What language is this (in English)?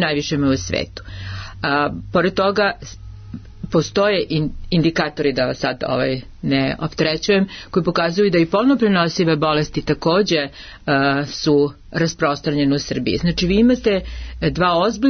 Serbian